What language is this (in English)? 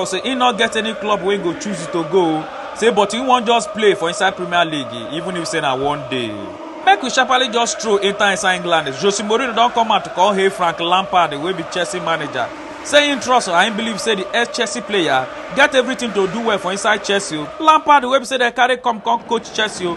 Nigerian Pidgin